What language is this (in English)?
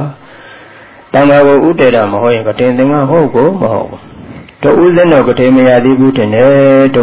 Burmese